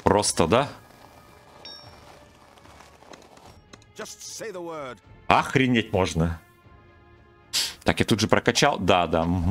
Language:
Russian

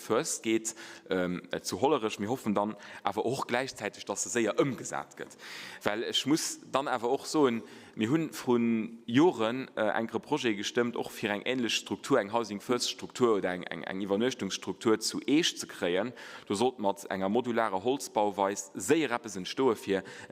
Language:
Luxembourgish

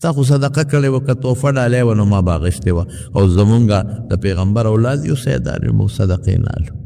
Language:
Pashto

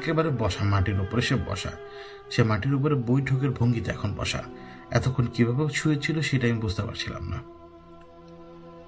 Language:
Bangla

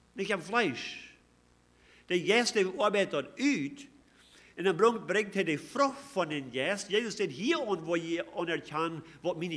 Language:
Plautdietsch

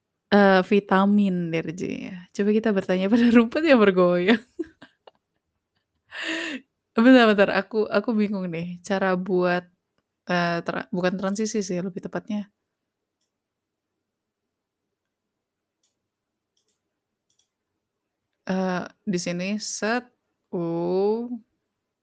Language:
Indonesian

